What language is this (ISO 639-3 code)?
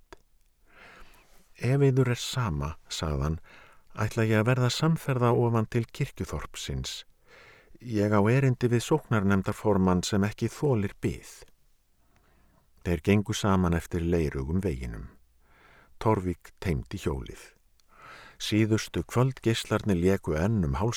isl